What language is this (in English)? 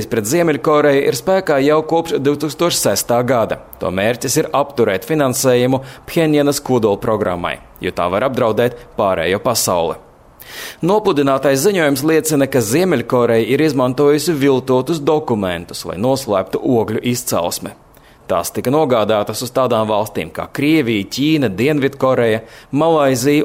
Latvian